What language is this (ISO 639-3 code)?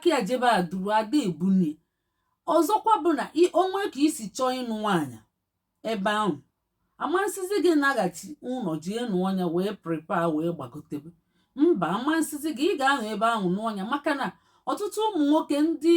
ibo